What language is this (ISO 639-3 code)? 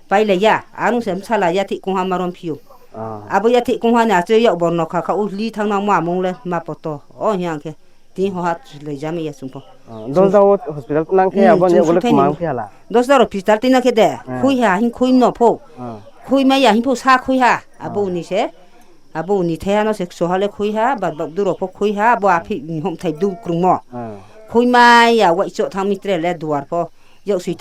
ria